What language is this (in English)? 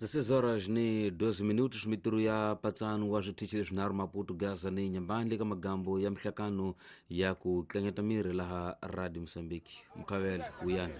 Tsonga